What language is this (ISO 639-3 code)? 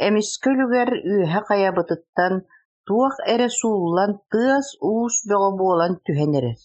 sah